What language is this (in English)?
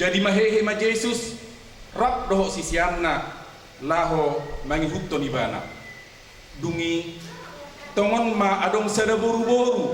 Batak Toba